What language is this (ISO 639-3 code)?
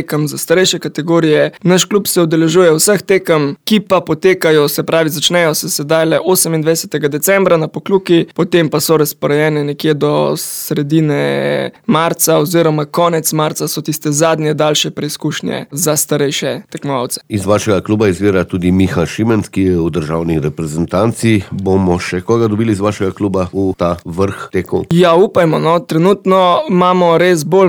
slv